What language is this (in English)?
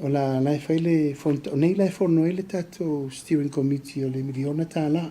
Samoan